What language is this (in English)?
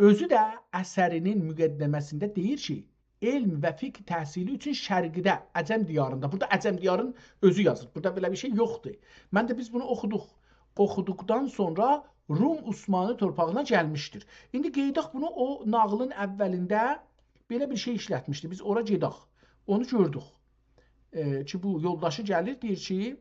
South Azerbaijani